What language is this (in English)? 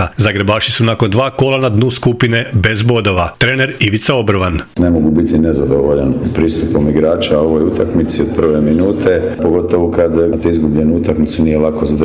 Croatian